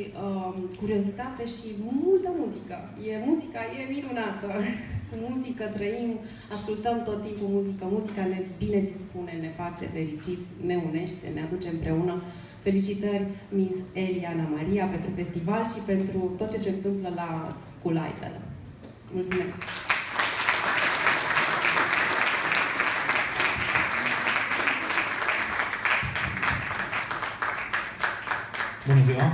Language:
Romanian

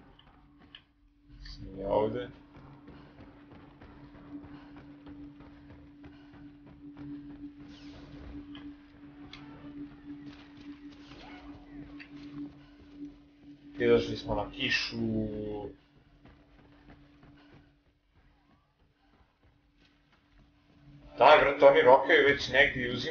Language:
Croatian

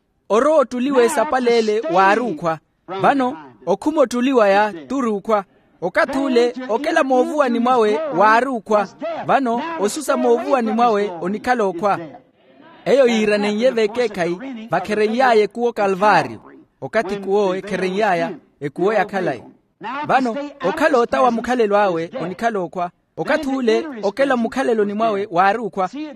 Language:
Makhuwa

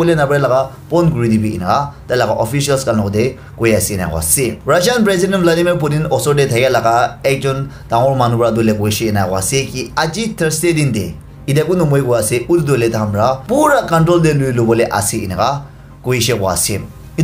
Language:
Naga Pidgin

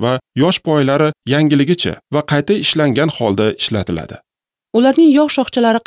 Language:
Uzbek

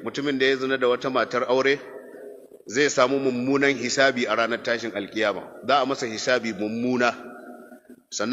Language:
Hausa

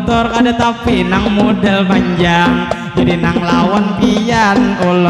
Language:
Banjar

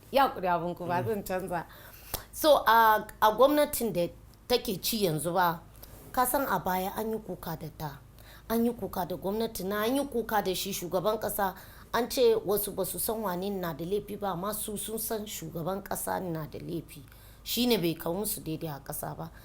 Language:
Hausa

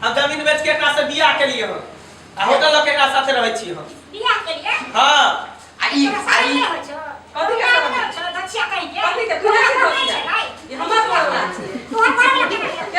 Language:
Maithili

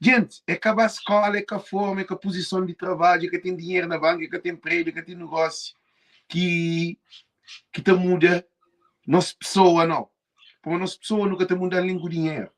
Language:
Kabuverdianu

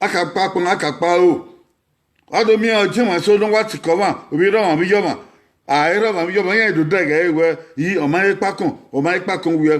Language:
Bini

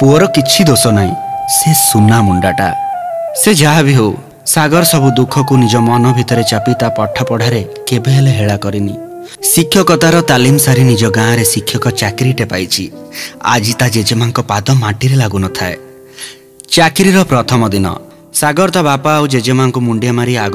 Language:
Odia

